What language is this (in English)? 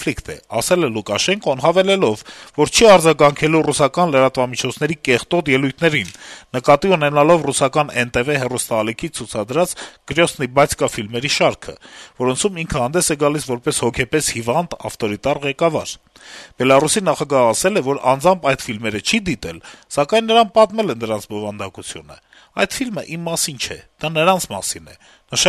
Armenian